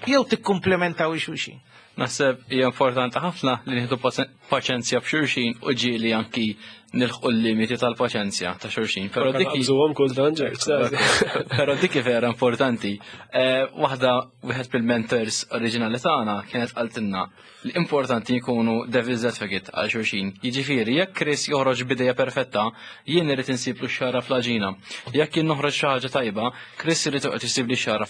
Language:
Maltese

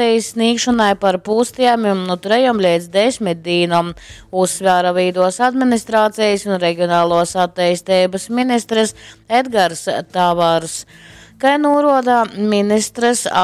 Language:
Latgalian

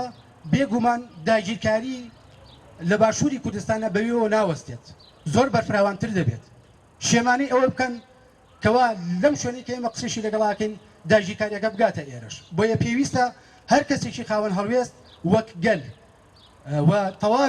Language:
Central Kurdish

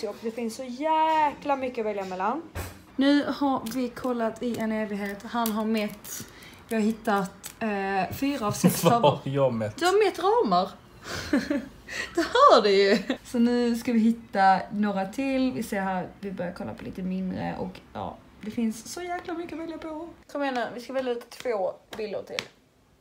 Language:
Swedish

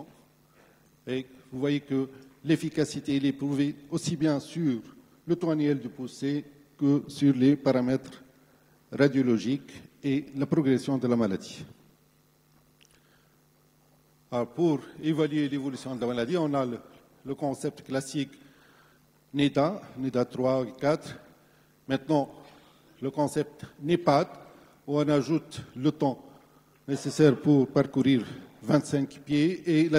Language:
French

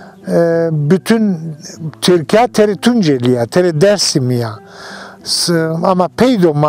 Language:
Zaza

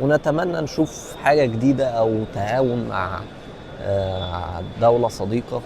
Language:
Egyptian Arabic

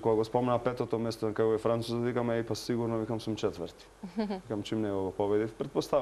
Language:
Macedonian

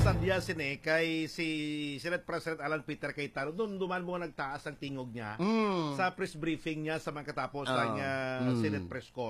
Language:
Hiligaynon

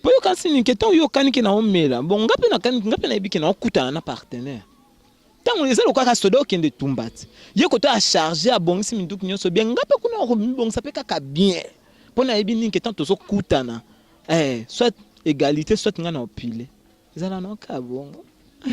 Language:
Lingala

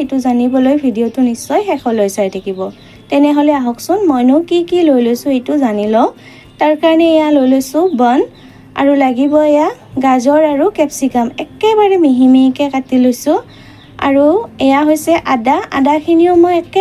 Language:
Assamese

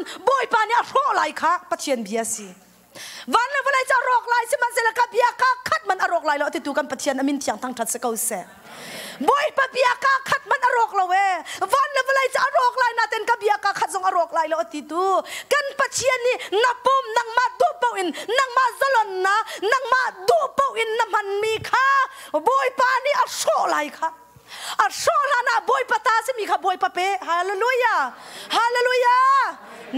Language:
Hakha Chin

